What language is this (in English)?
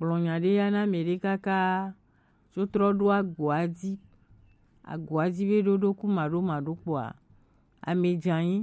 Gen